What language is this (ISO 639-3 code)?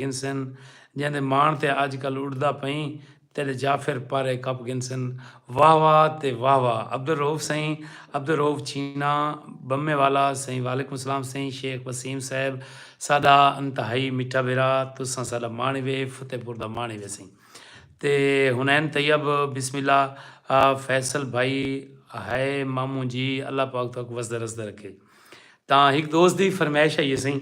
skr